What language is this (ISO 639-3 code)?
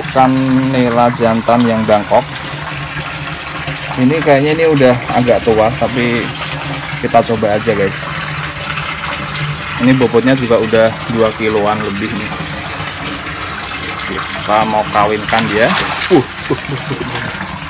ind